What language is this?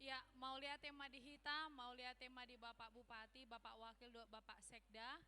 Batak Toba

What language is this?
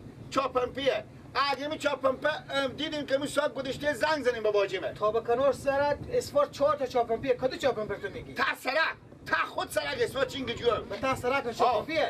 Persian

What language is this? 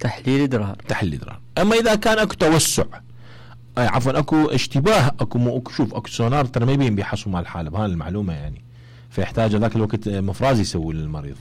Mesopotamian Arabic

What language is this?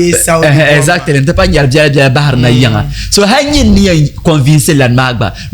Dagbani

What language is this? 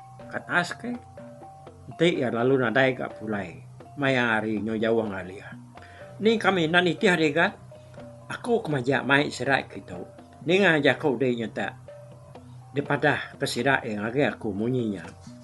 Iban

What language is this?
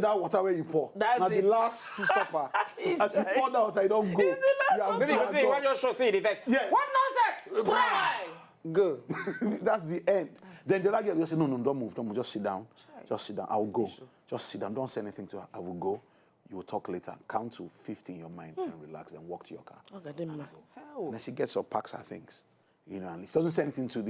Nigerian Pidgin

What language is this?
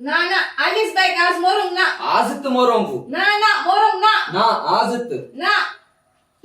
Konkani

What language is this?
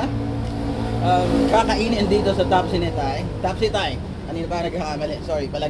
Bikol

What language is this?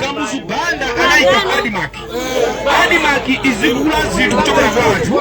Nyanja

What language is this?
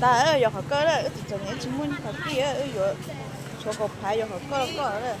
Hmong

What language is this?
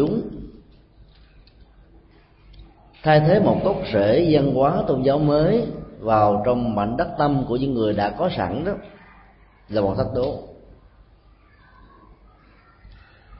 Vietnamese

